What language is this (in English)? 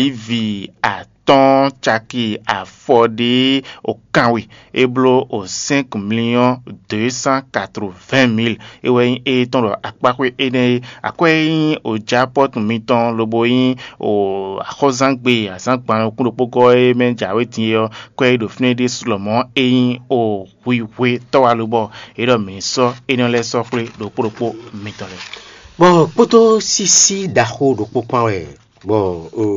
Fon